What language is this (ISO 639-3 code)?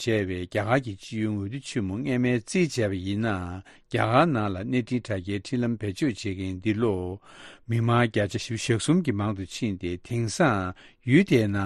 bod